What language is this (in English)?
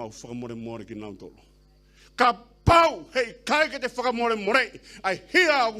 Tongan